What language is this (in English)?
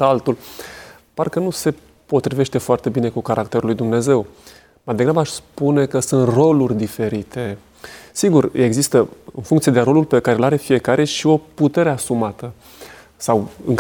Romanian